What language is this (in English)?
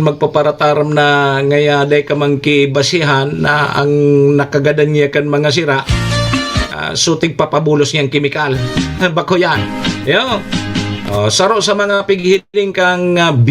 Bikol